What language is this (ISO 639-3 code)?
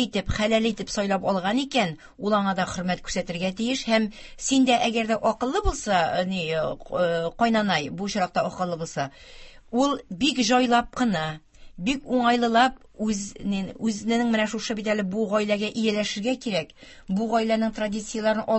tat